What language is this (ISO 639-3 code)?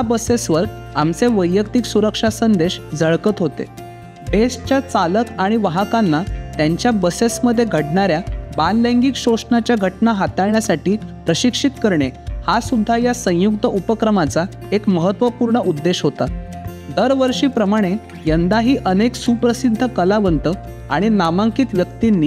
mar